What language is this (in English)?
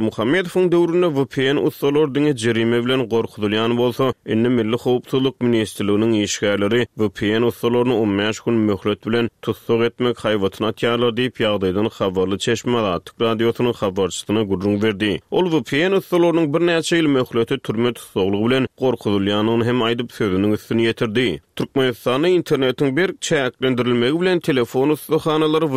Turkmen